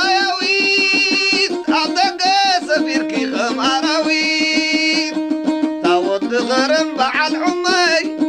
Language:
Tigrinya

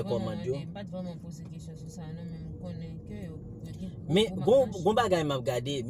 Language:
Haitian Creole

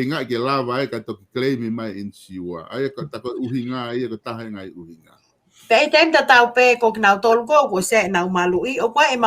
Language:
Tongan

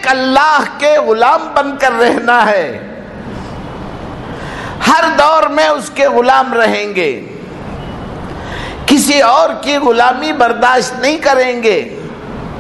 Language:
Urdu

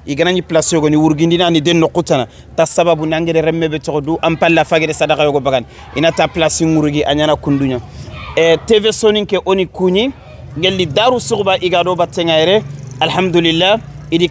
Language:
Soninke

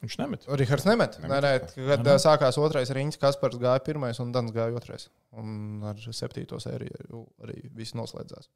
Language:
Latvian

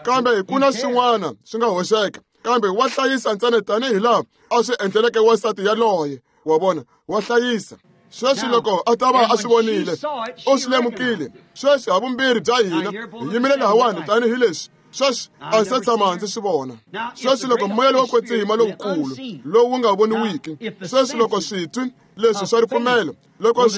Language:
Tsonga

